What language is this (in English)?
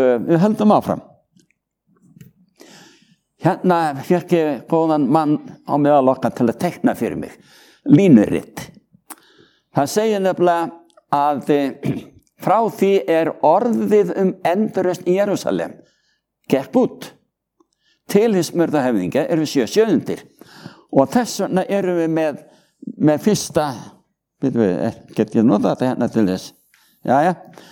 Icelandic